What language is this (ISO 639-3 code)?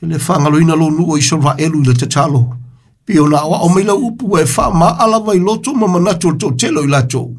smo